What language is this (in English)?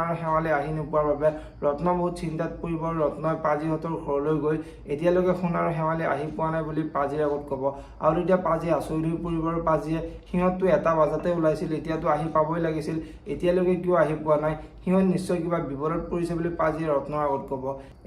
Assamese